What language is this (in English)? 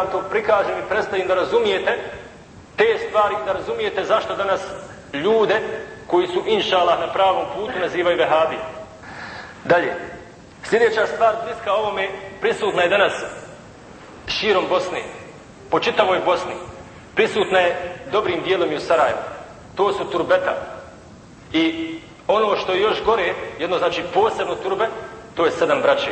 Bosnian